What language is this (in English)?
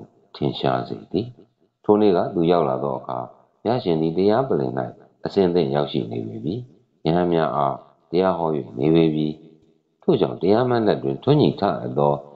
Burmese